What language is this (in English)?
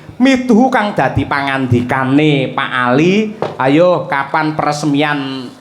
Javanese